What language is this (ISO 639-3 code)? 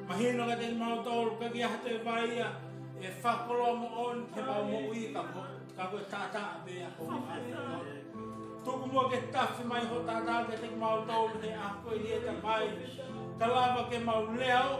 ton